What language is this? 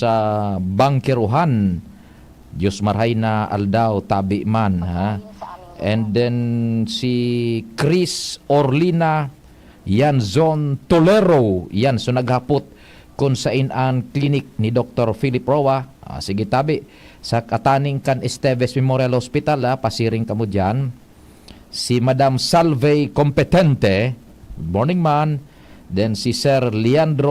Bikol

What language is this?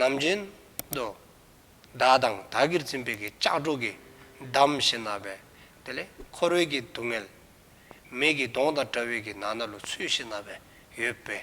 Dzongkha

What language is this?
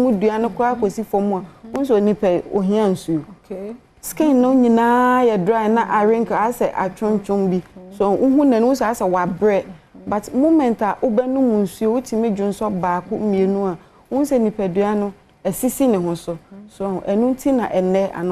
Akan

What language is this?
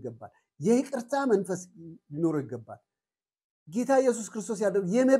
Amharic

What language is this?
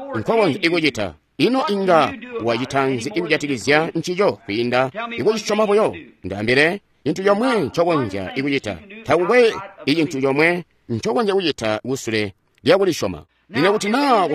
Tonga (Zambia)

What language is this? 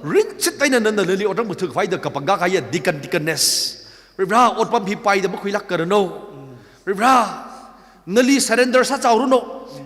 Tangkhul Naga (India)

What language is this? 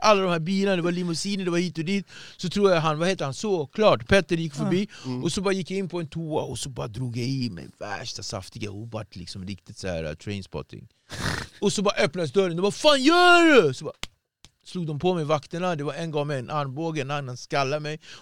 Swedish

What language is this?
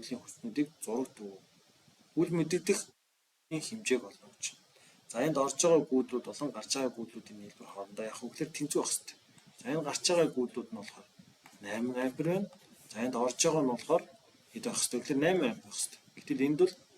Mongolian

